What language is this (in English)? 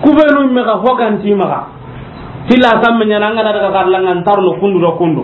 Soninke